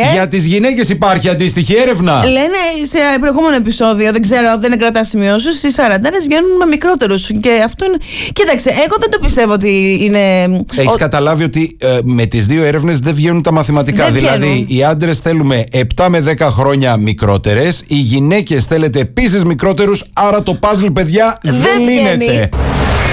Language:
Greek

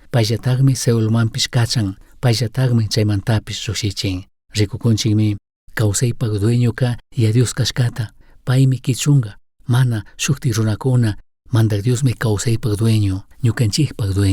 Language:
Chimborazo Highland Quichua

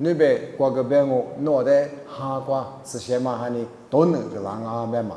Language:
Lisu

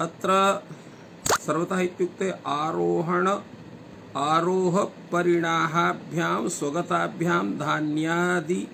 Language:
Sanskrit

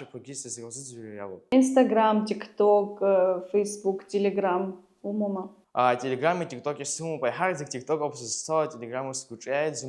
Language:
Abkhazian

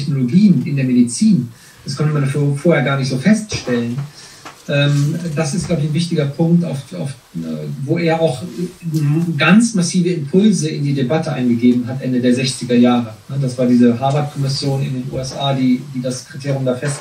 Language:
German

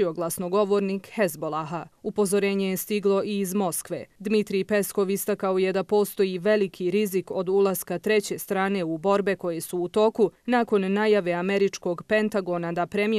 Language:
Bosnian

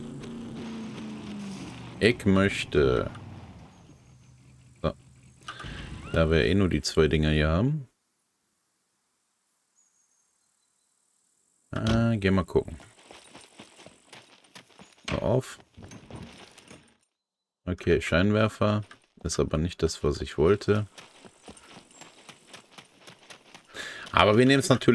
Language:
German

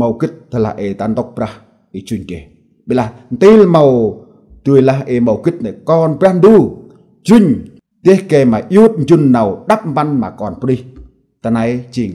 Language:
Central Mnong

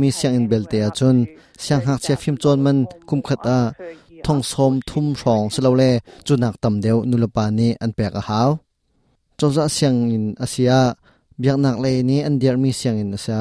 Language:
Hakha Chin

